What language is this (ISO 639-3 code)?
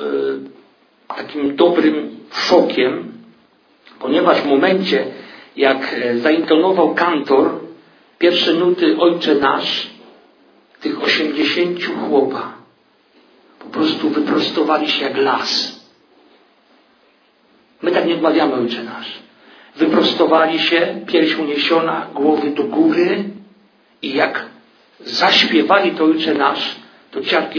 pol